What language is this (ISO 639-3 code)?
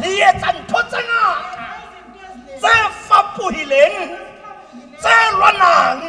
tsn